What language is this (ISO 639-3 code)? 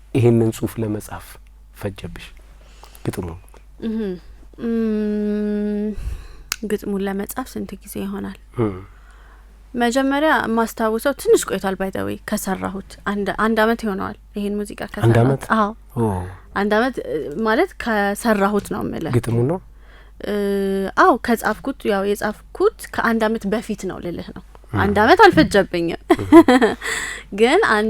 amh